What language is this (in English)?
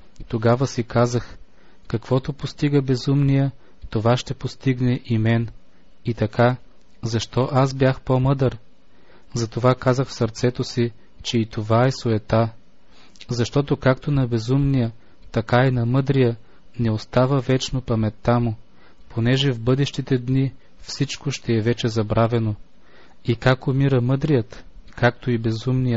Bulgarian